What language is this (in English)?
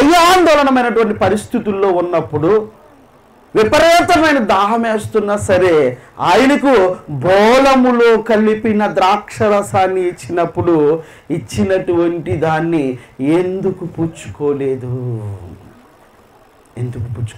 Telugu